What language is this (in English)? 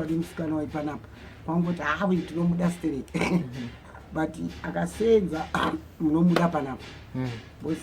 Shona